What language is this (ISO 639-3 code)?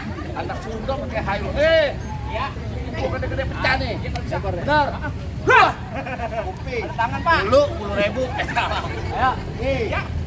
bew